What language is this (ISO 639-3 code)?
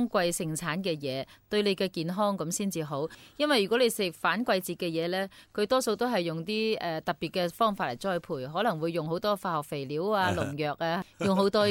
yue